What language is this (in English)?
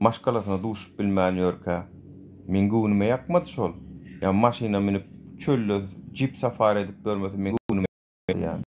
Turkmen